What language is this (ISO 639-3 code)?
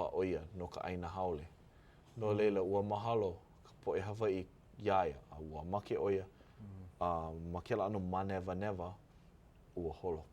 haw